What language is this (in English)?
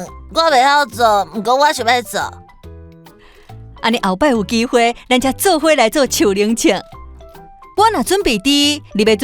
Min Nan Chinese